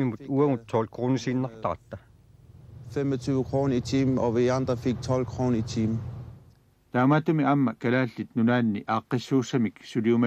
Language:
Kalaallisut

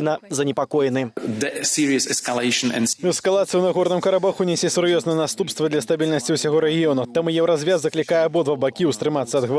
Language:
Belarusian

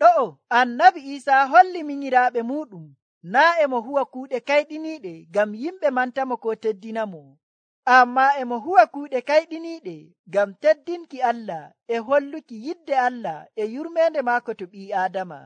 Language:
Nigerian Fulfulde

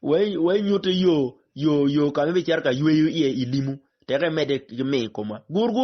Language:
Acoli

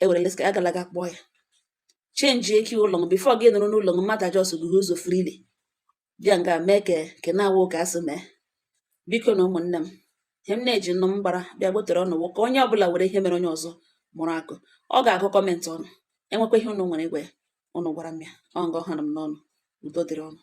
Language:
Igbo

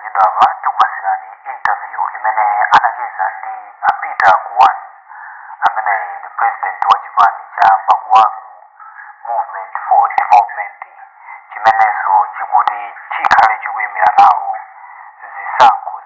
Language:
Nyanja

